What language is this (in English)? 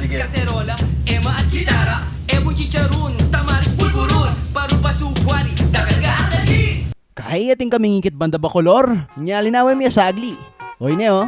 Pampanga